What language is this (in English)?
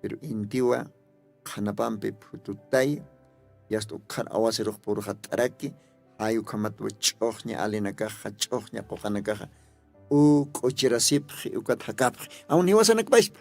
Aymara